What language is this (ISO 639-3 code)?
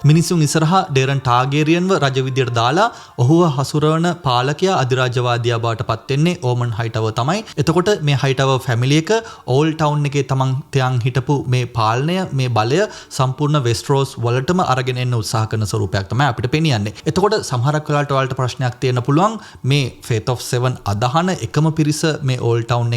sin